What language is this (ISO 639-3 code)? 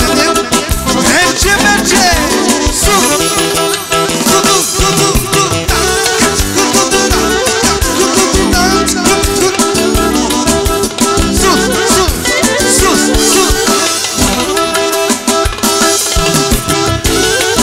ron